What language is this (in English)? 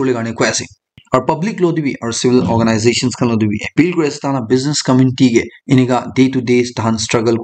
Naga Pidgin